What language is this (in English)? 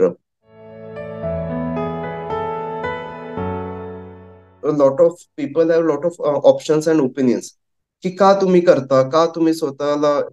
Marathi